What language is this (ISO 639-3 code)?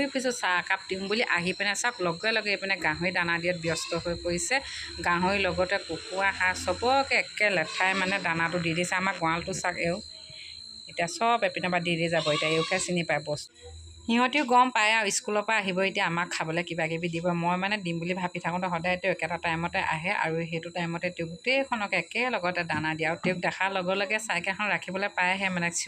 asm